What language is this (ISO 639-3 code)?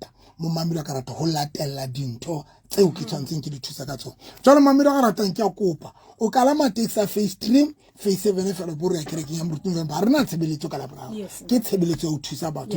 sot